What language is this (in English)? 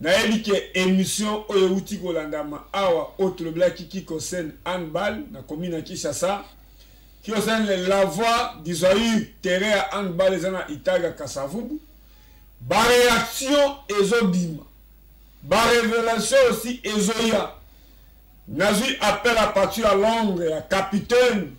Lingala